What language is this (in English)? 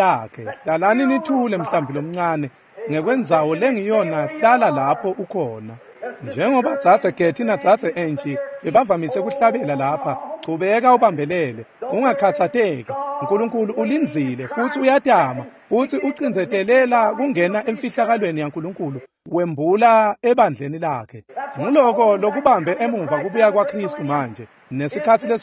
Swati